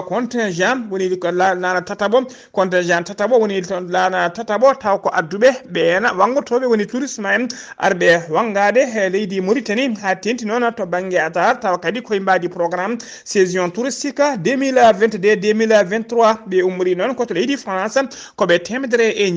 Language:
Fula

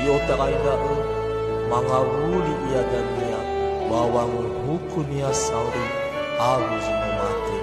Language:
Nias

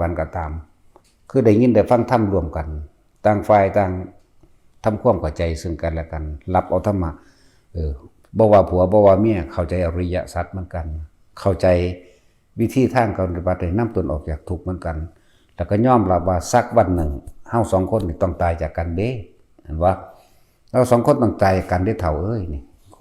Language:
Northeastern Thai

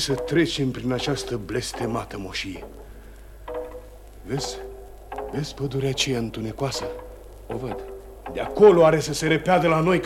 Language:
Romanian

